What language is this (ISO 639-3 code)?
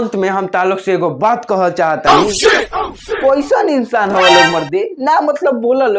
bho